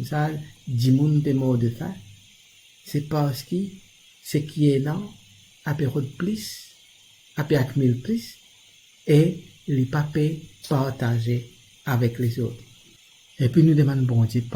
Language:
Morisyen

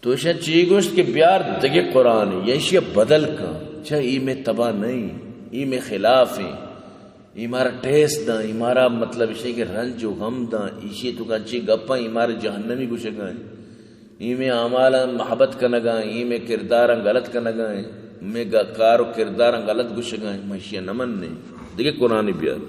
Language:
Baluchi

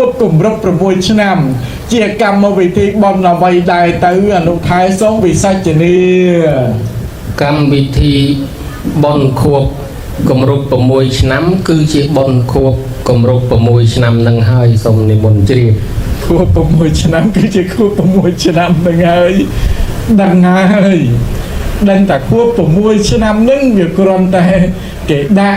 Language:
Khmer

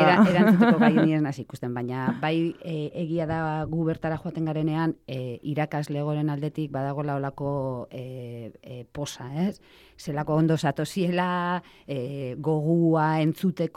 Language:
Basque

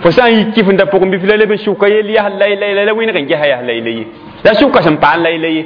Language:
Mossi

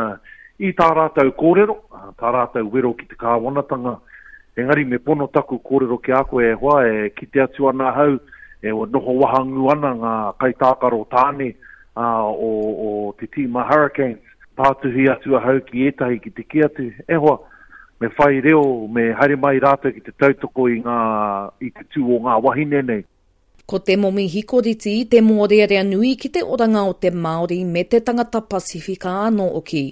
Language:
Māori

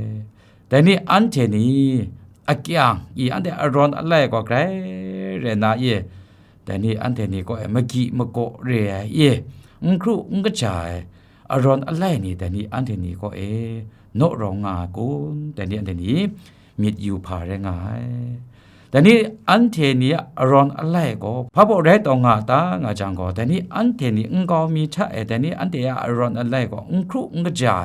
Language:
Kachin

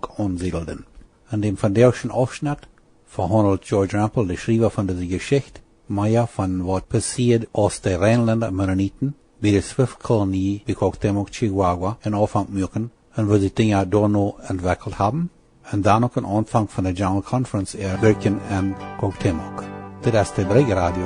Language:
Plautdietsch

